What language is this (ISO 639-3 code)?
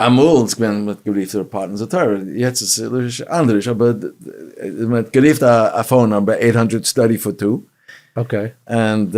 yid